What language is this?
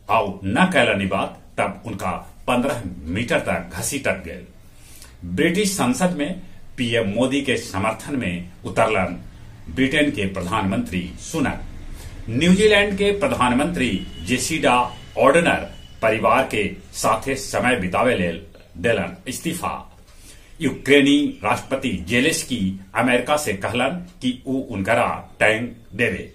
Magahi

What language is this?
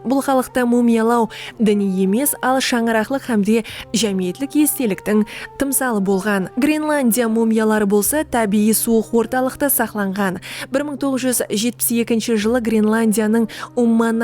Kara-Kalpak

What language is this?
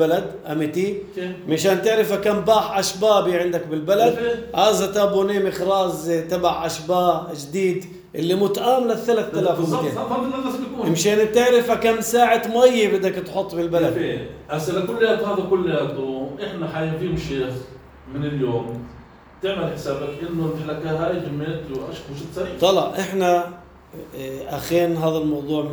North Levantine Arabic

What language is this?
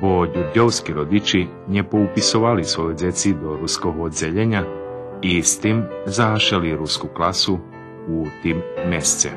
Rusyn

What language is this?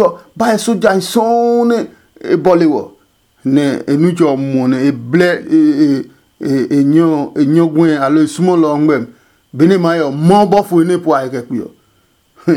Adangme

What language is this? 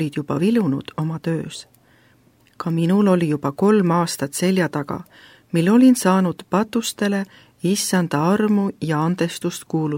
Estonian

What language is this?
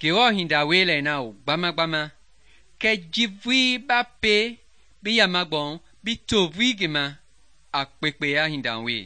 Mende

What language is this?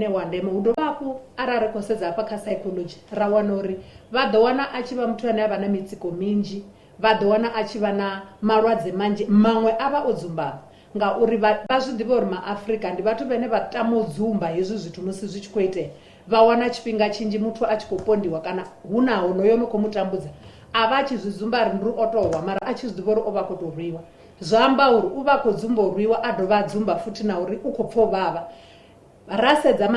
Venda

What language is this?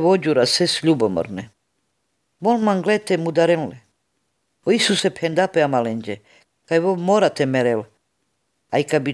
Macedonian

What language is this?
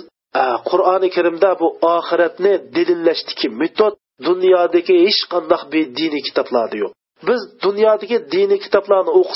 Uyghur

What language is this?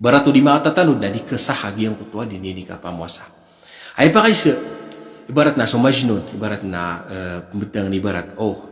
Maranao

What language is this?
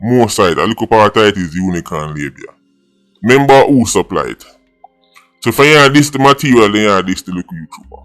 Jamaican Creole English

